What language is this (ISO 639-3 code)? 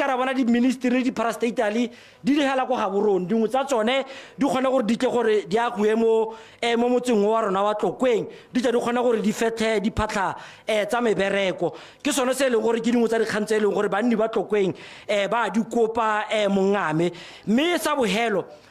tsn